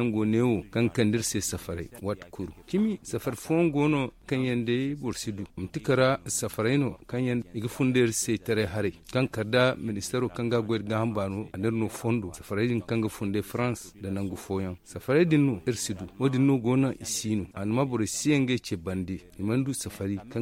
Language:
Zarma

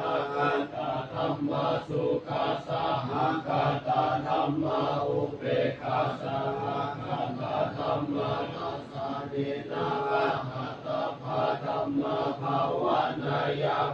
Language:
Pali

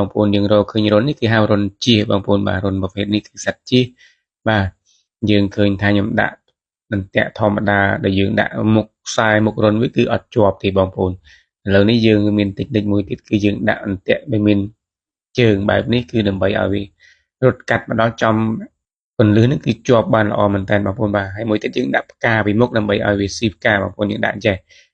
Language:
Khmer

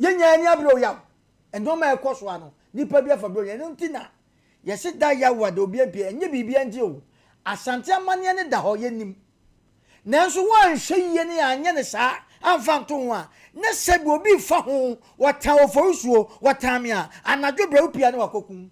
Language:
Akan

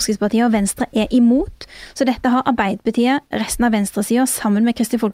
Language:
Norwegian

